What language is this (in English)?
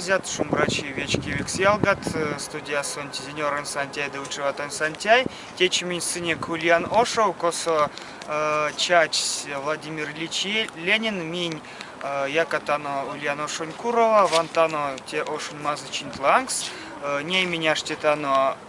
Erzya